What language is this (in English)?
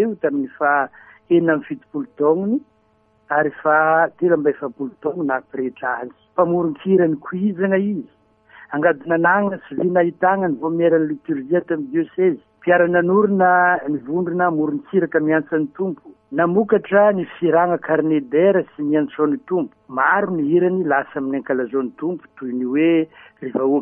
Malagasy